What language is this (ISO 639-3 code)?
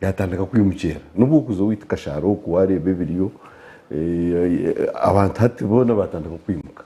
nyn